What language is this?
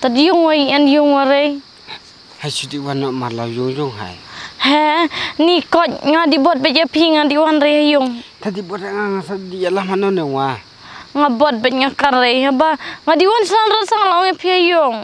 Khasi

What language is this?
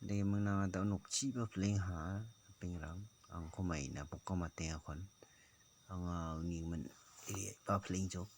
Garo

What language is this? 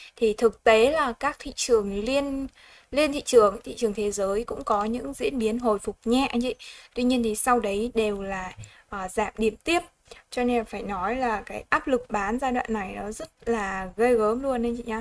Vietnamese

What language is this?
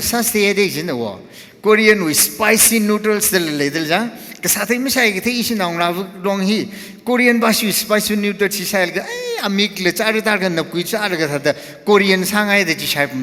Tangkhul Naga (India)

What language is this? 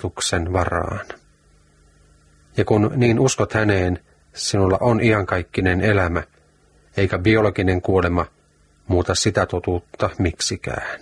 Finnish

